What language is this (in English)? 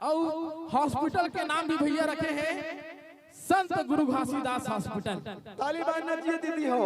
Chhattisgarhi